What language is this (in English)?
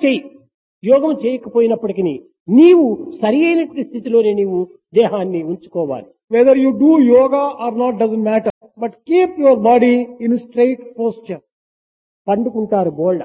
Telugu